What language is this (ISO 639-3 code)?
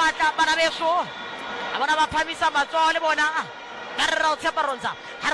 sot